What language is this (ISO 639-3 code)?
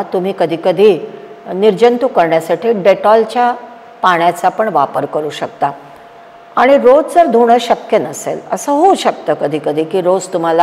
mar